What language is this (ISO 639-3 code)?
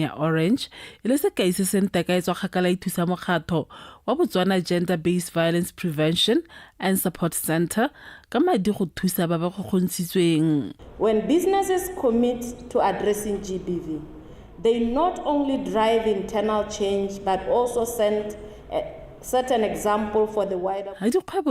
tsn